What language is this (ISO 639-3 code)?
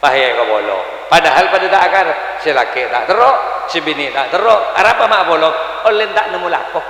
mad